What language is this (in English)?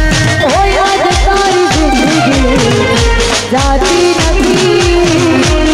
Gujarati